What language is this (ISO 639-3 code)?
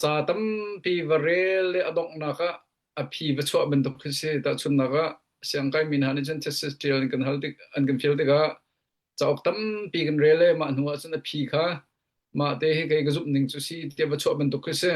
cnh